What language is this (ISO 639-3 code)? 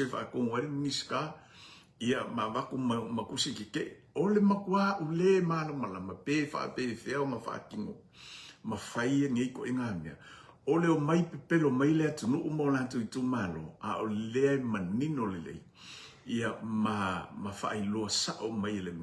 smo